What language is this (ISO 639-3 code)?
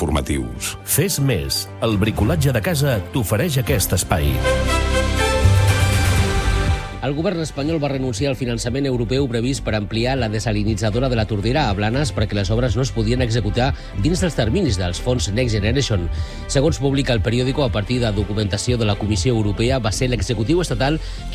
cat